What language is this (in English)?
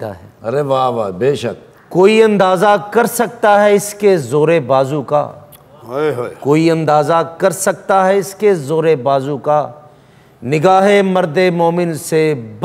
Hindi